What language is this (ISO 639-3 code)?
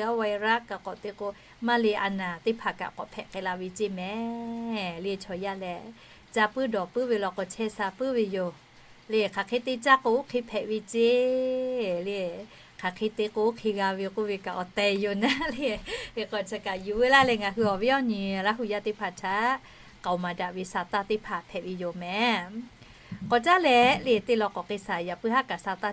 lhu